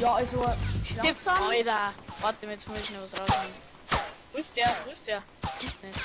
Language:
Bavarian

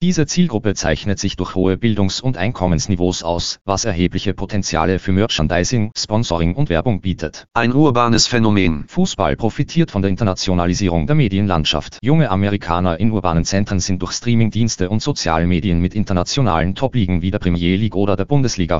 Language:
German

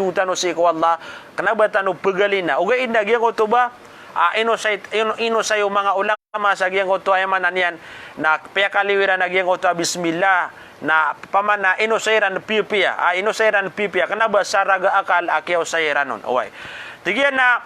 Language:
Maranao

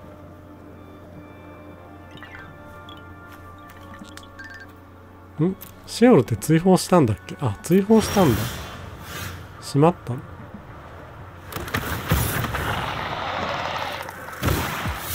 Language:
Japanese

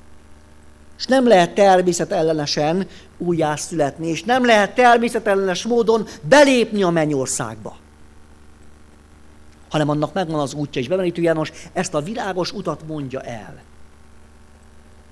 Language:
Hungarian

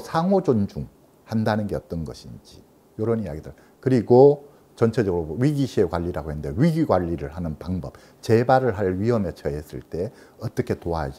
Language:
Korean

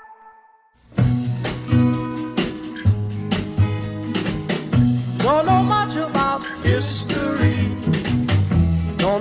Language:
Basque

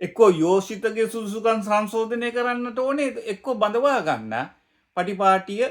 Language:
Sinhala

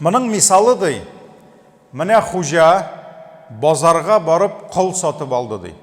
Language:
Tatar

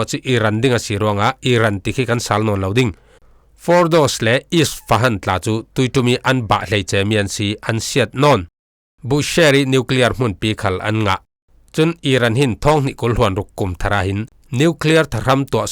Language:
Falam Chin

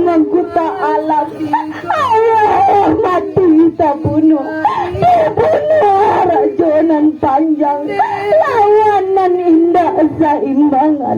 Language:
Minangkabau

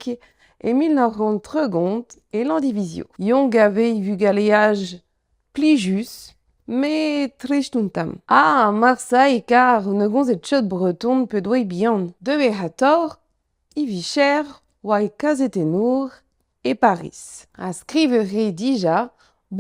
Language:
Breton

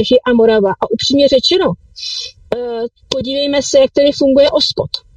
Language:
Czech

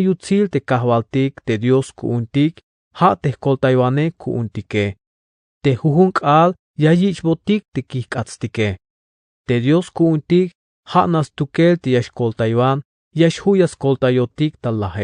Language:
Tzeltal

